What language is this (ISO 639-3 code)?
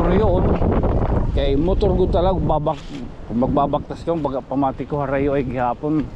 war